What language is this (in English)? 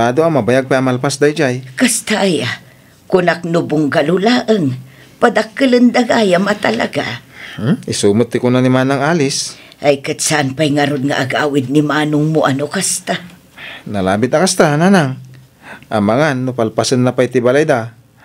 Iloko